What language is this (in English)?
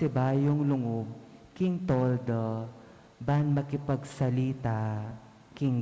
Pampanga